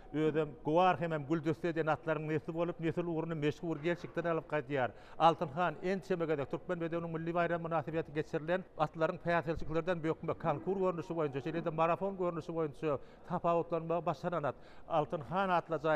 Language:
Turkmen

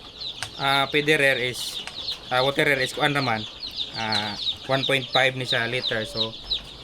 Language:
Cebuano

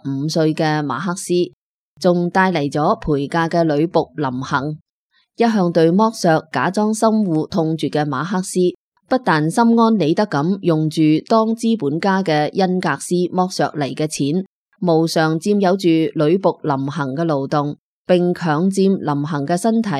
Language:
Cantonese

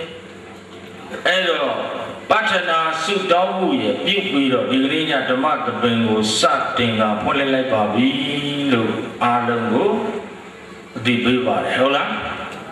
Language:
Burmese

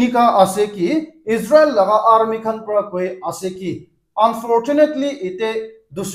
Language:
Naga Pidgin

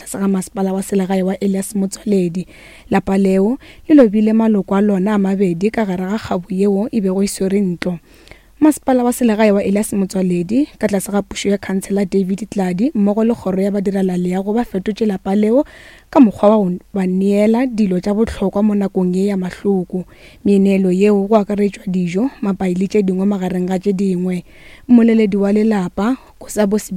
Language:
Northern Sotho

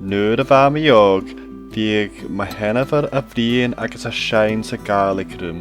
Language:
Scottish Gaelic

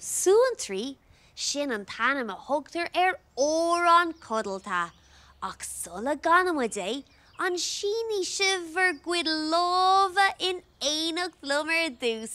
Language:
Irish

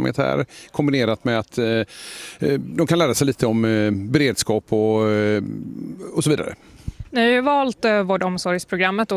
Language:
Swedish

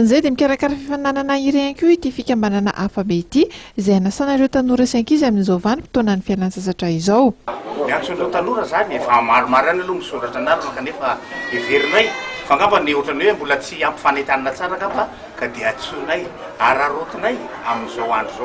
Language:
Malagasy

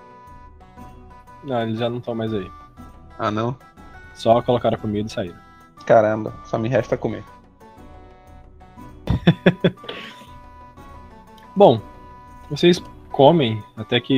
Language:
Portuguese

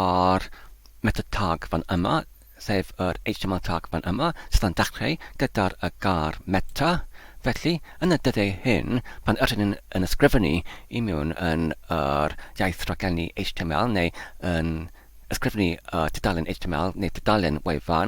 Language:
Welsh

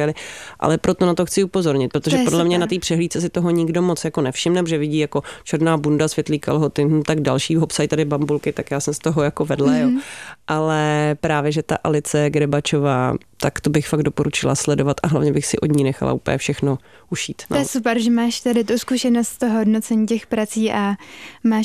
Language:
Czech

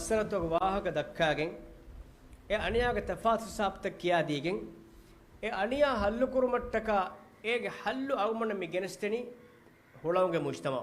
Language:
Divehi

